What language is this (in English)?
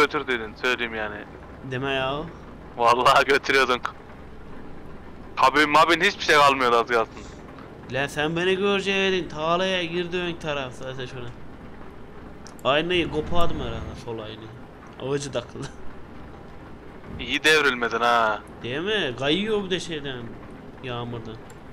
Turkish